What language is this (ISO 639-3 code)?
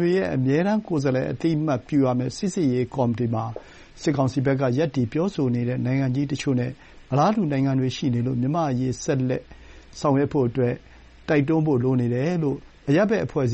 mya